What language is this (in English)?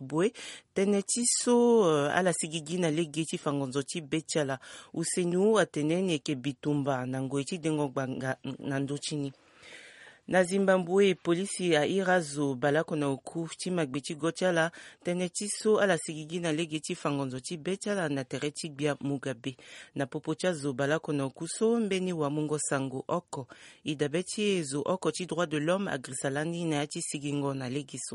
Sango